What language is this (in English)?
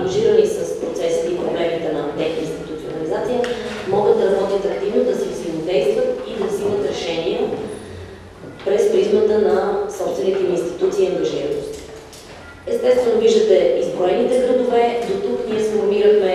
Bulgarian